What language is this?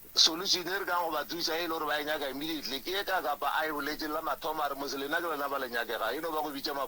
Northern Sotho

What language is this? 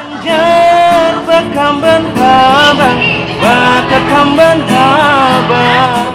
Banjar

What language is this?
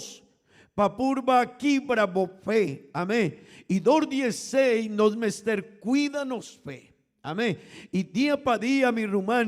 Papiamento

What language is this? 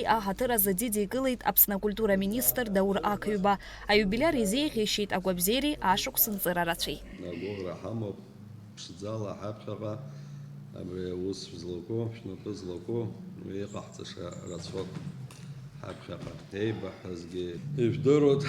Abkhazian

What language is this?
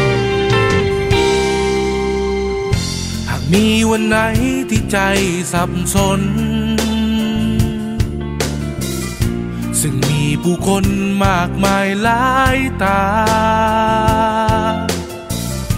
Thai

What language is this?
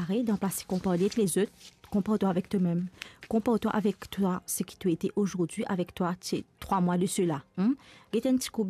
Morisyen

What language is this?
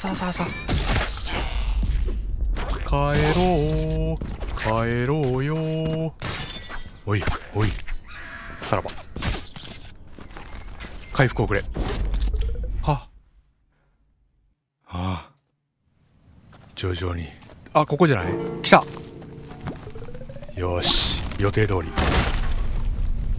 Japanese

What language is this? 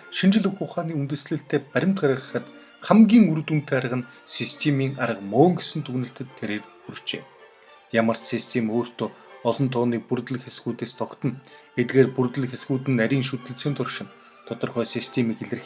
Mongolian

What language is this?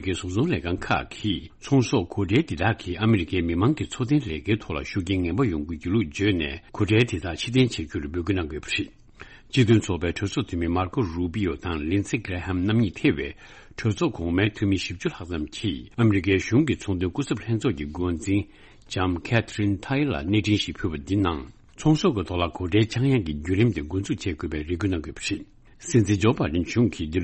Tibetan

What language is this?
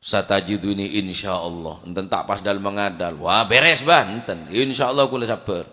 Madurese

